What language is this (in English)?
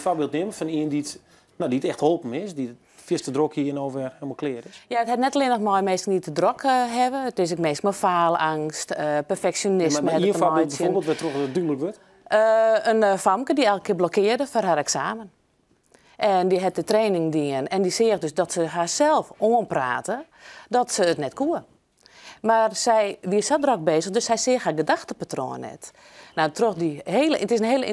Western Frisian